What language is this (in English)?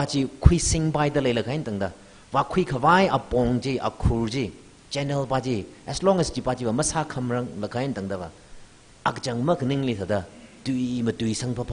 Tangkhul Naga (India)